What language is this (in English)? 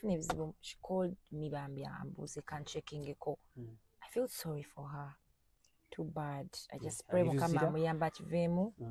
Ganda